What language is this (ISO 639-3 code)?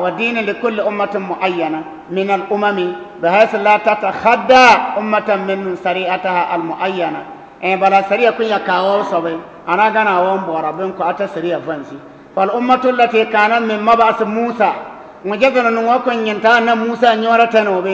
bib